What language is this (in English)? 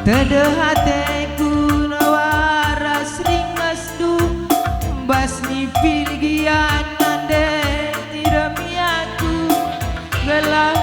Batak Karo